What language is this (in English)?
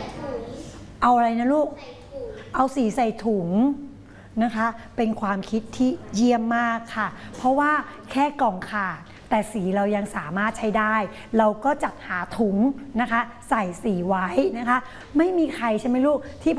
Thai